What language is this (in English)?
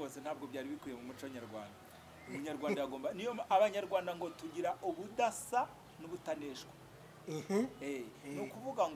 Kinyarwanda